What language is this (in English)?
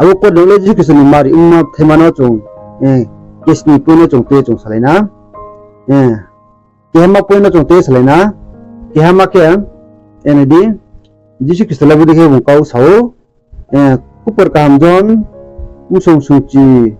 Riang (India)